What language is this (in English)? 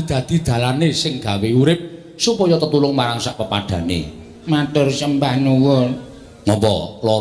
Javanese